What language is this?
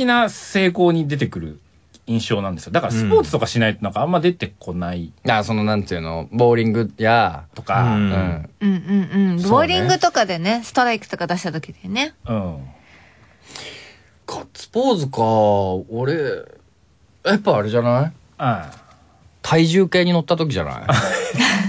Japanese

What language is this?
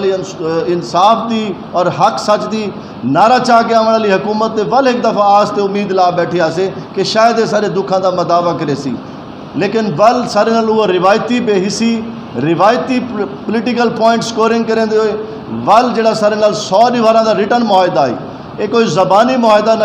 Saraiki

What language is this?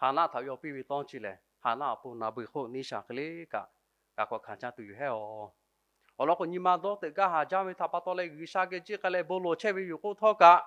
Lahu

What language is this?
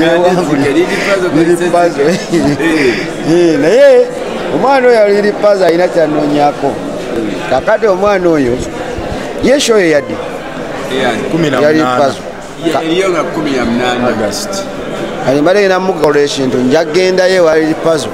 Ganda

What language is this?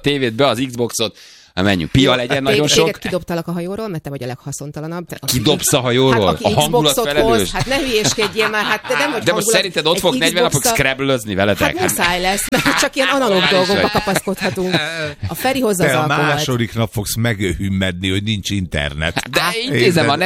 Hungarian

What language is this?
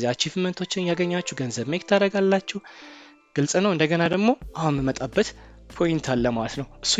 Amharic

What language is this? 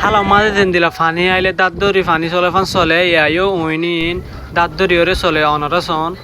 Rohingya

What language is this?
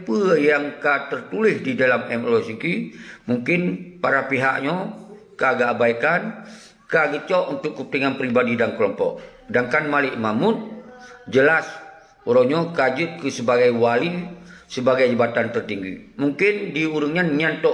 Achinese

